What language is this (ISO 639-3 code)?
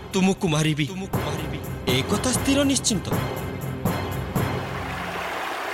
ori